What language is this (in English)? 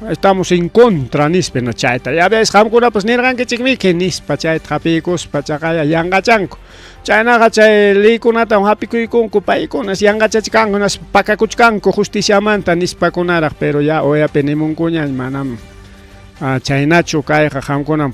Ayacucho Quechua